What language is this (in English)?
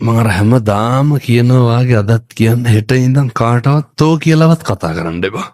Sinhala